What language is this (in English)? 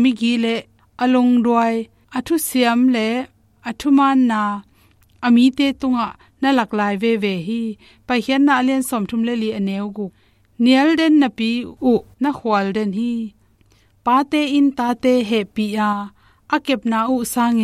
Tedim Chin